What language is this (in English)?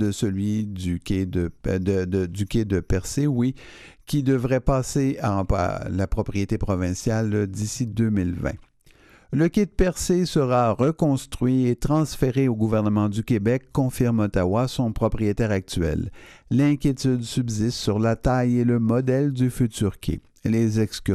French